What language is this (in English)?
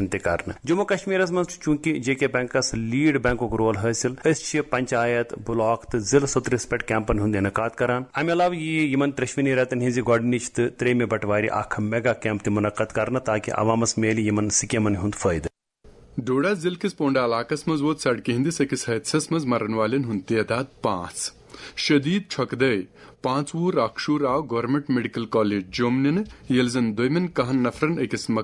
Kashmiri